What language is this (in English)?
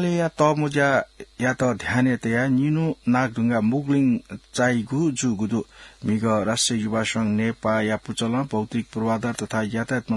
Newari